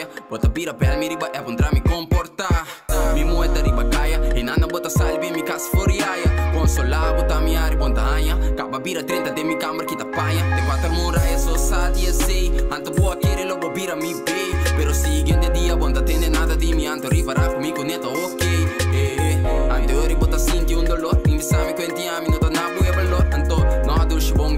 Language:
Papiamento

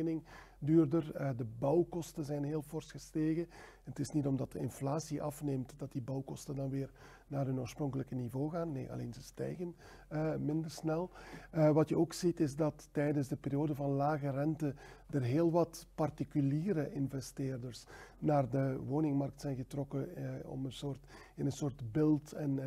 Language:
Dutch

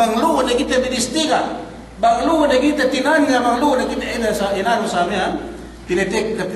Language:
Yakan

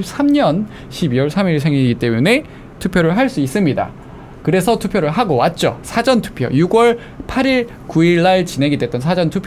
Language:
Korean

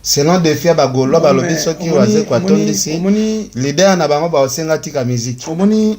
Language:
Lingala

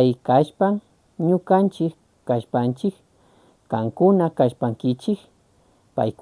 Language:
Chimborazo Highland Quichua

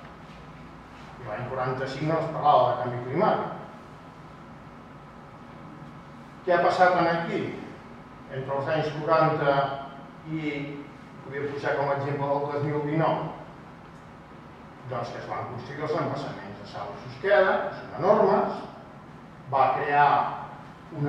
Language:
Catalan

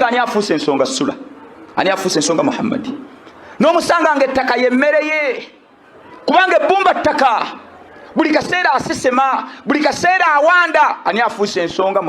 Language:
Ganda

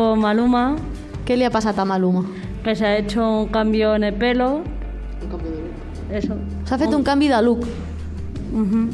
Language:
Catalan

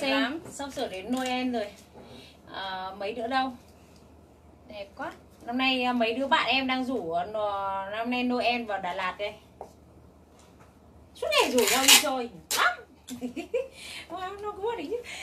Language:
Vietnamese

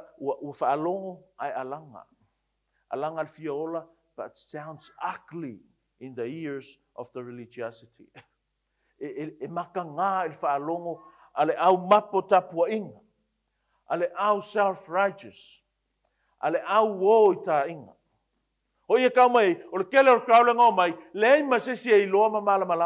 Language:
Samoan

